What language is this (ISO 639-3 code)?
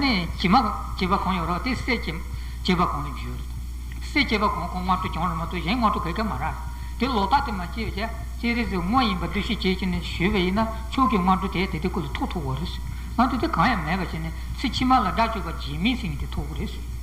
bod